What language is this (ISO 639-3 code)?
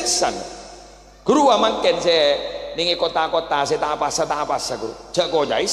mad